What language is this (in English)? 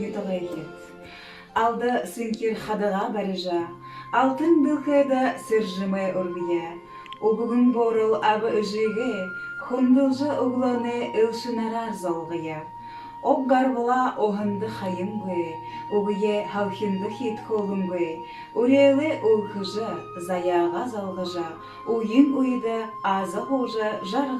Buriat